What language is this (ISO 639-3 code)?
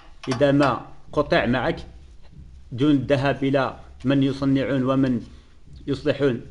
ara